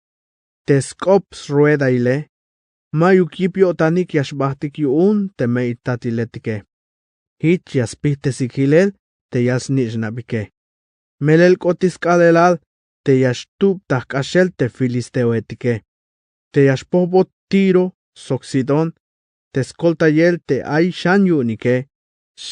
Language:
Tzeltal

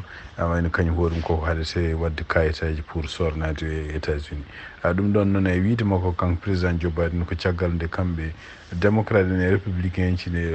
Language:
Fula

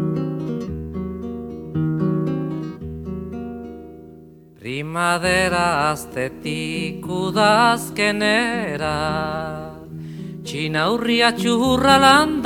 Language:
Basque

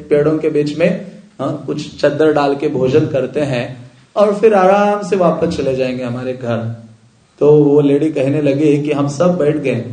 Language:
Hindi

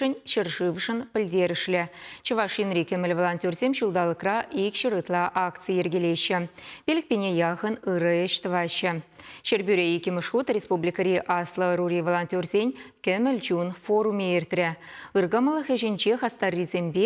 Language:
Chuvash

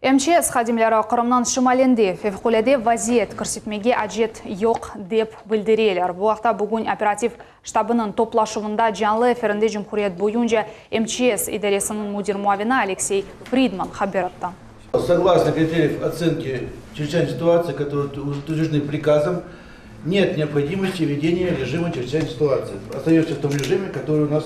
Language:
Crimean Tatar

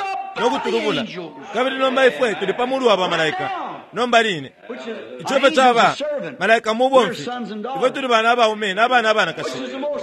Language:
Bemba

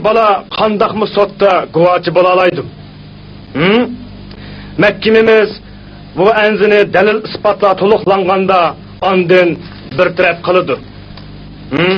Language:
Uyghur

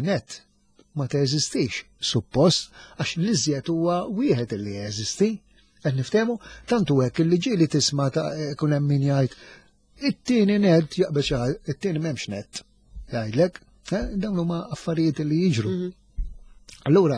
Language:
Maltese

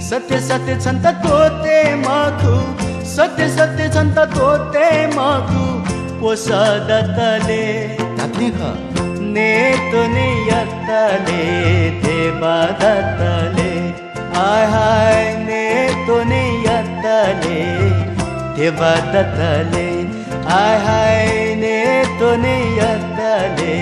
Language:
Newari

